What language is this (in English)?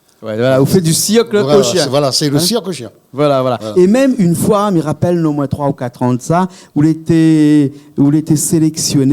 Réunion Creole French